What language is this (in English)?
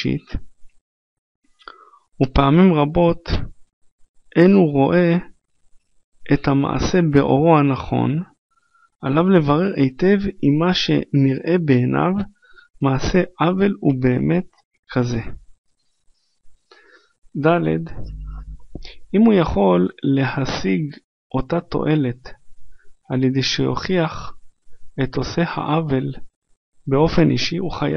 Hebrew